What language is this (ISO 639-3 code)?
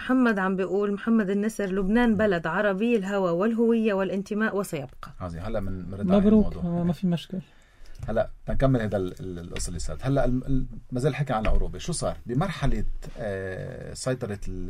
apc